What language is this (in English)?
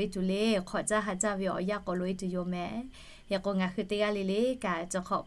Lahu